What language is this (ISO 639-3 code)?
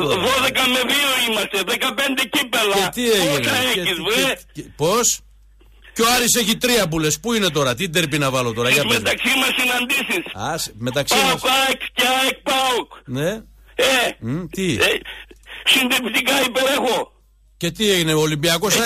ell